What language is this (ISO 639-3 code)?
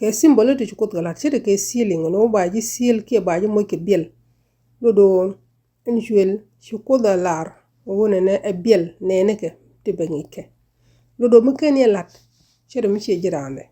nus